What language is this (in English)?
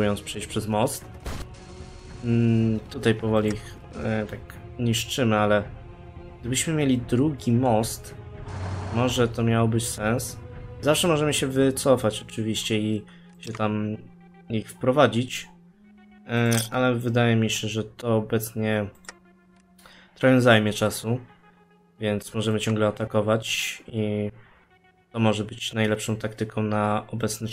Polish